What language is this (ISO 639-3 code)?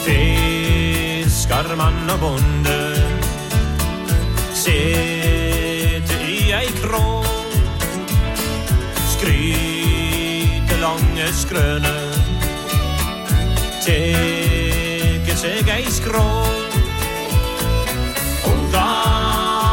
nor